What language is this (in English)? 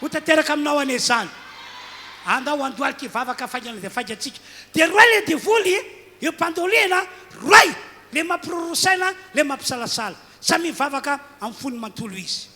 Malagasy